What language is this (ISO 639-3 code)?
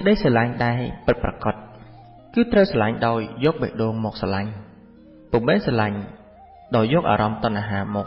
khm